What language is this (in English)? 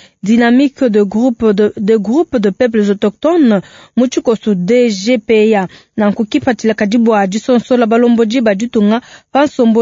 Luba-Lulua